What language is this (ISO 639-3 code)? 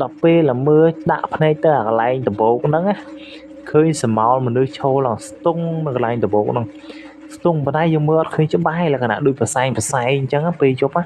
khm